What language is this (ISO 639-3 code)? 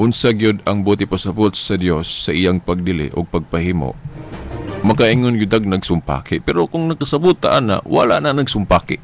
ceb